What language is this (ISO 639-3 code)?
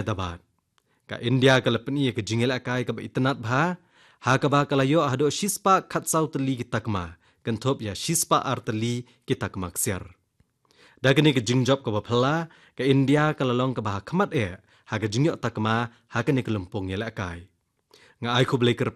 kha